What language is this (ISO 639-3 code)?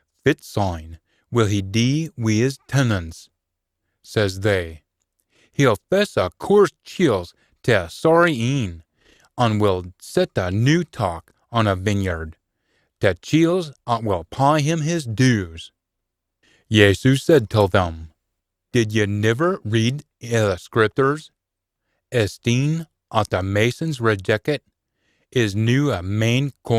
sco